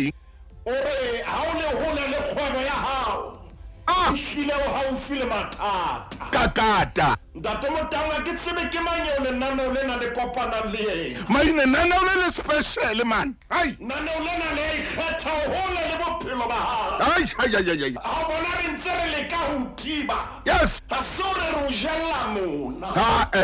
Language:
Southern Sotho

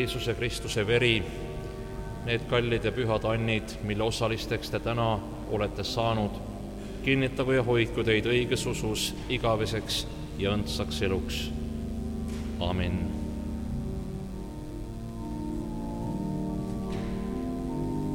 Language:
Estonian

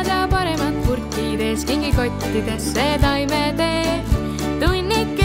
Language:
Estonian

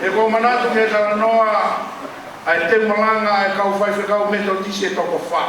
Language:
Tongan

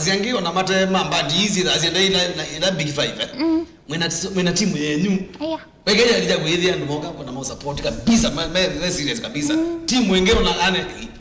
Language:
Kamba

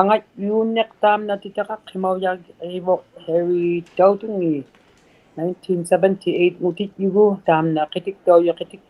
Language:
Inuktitut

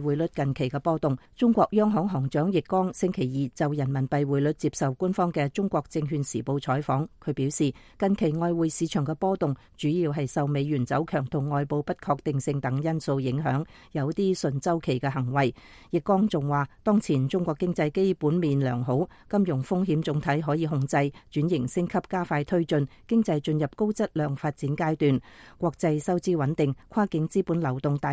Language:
Cantonese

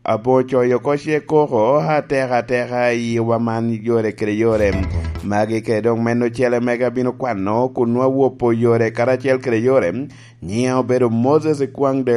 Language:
Lango (Uganda)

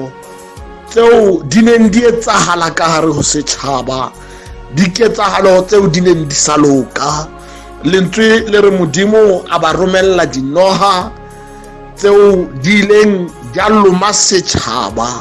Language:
Southern Sotho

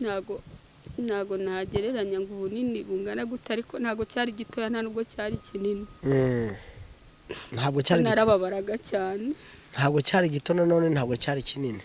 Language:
Kinyarwanda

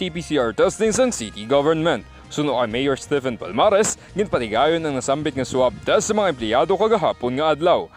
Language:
Hiligaynon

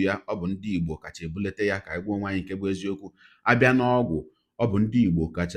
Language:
Igbo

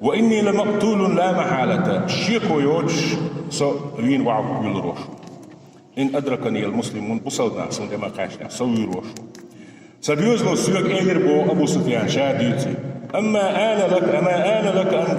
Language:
Chechen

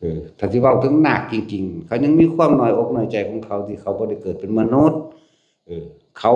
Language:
Northeastern Thai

